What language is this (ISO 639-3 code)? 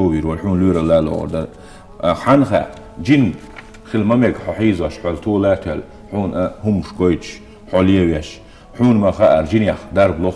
che